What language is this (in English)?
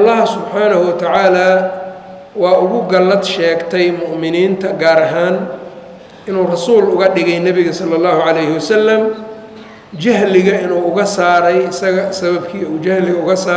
Somali